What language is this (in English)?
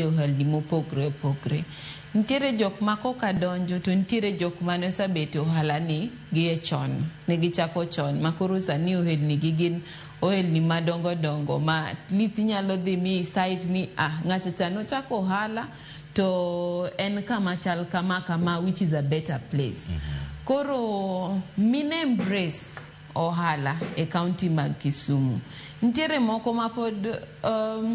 Luo (Kenya and Tanzania)